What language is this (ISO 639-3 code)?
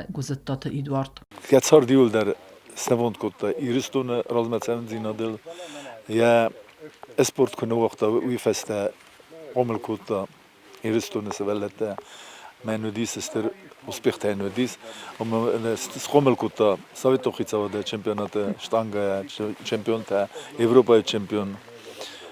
oss